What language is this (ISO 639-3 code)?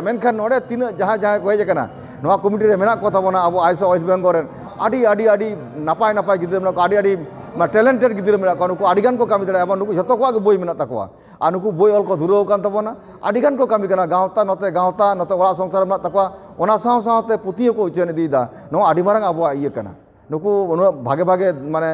sat